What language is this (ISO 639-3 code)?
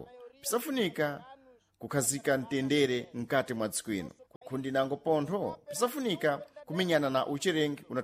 seh